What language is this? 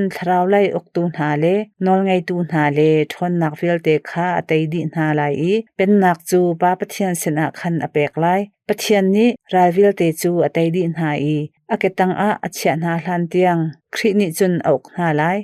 Hakha Chin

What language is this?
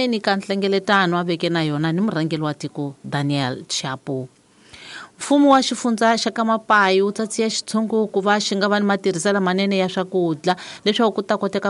Tsonga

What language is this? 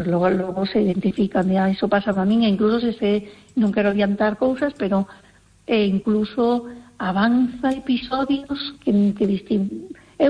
Galician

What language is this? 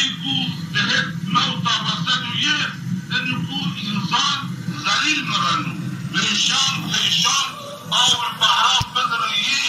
Zaza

